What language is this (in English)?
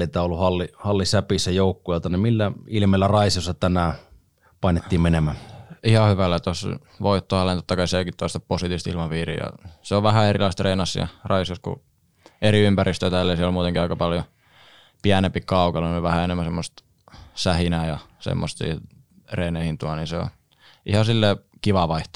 Finnish